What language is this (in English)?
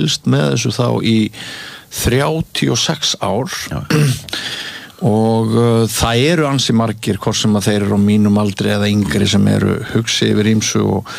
Icelandic